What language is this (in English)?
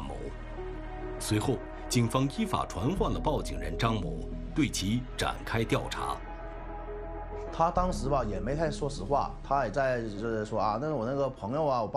Chinese